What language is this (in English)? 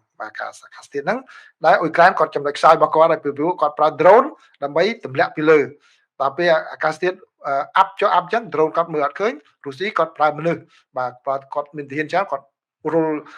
Khmer